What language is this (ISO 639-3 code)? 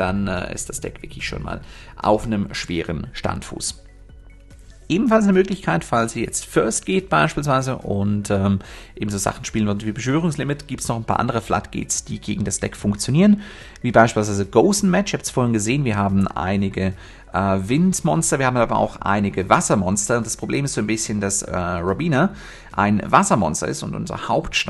deu